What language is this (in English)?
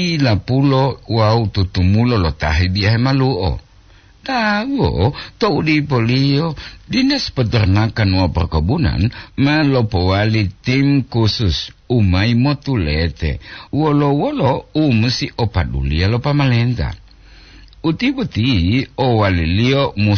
Gorontalo